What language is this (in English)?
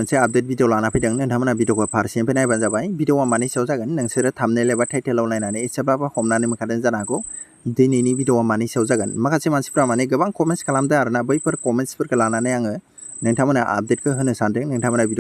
Bodo